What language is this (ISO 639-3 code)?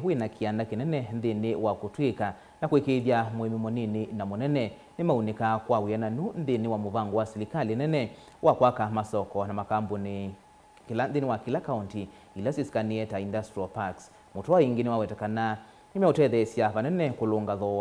kam